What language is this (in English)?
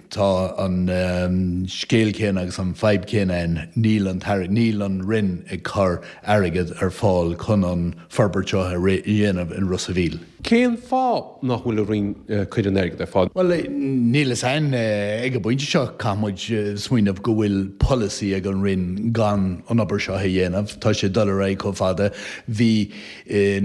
Irish